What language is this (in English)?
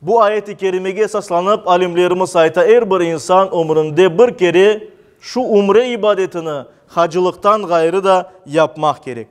Crimean Tatar